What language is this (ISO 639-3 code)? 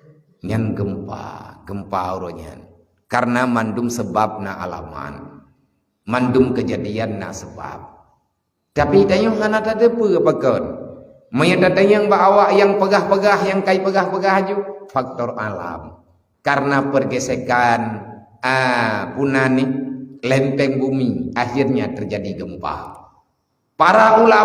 ace